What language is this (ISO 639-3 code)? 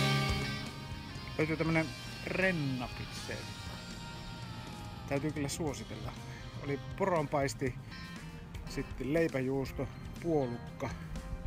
fin